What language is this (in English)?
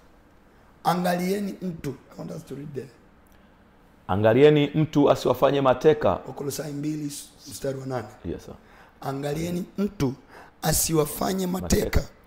Swahili